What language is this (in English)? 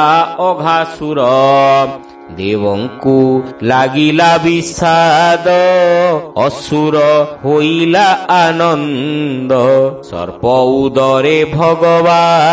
Odia